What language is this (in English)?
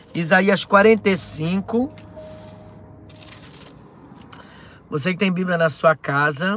Portuguese